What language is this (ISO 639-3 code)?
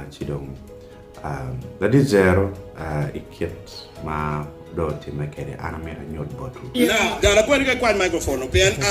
ach